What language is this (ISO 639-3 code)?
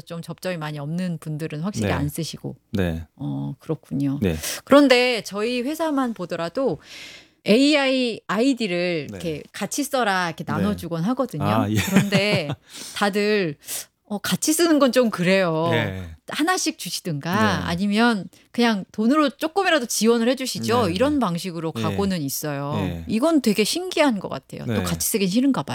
kor